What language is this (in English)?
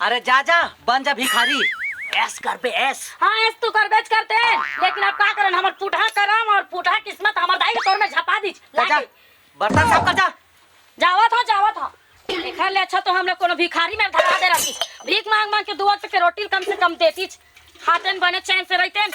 Chhattisgarhi